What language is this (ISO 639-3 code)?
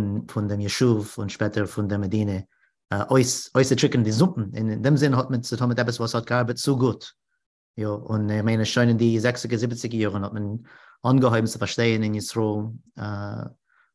yid